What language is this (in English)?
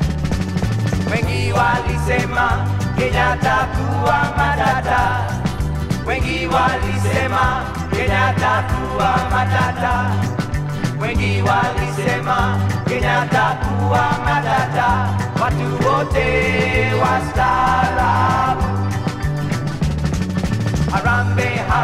Swahili